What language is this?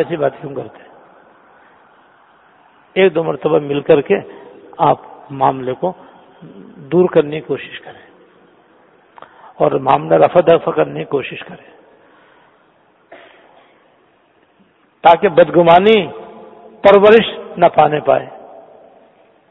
Urdu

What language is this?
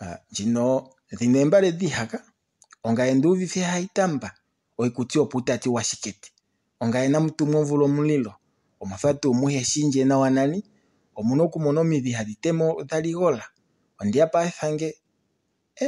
Kuanyama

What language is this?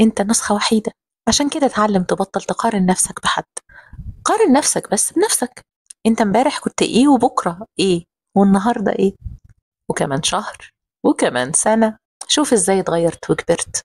Egyptian Arabic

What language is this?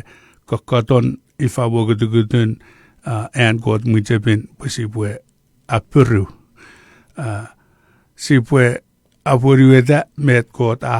Chuukese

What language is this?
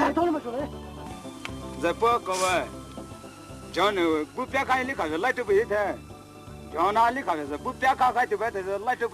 Poumei Naga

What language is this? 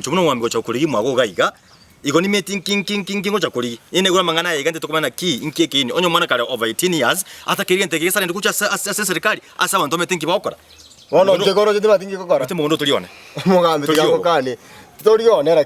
Gusii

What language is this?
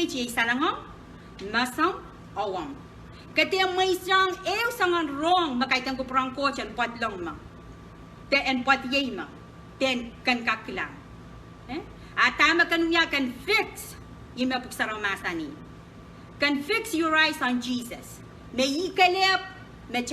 Pohnpeian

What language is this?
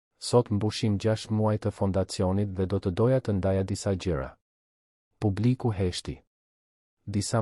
Albanian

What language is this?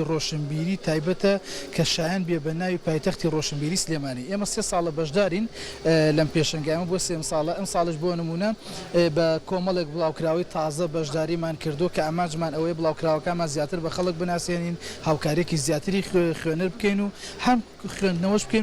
Central Kurdish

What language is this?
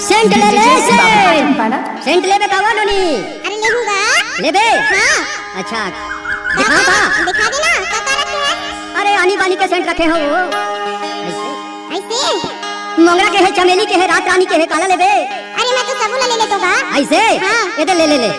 Chhattisgarhi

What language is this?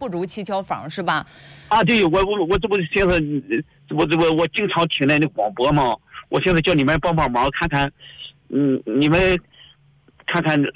Chinese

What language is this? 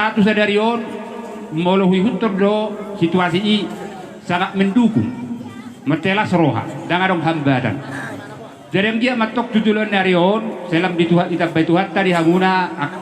Batak Toba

